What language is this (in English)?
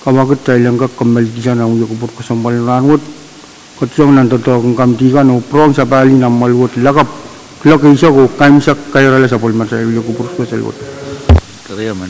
Pohnpeian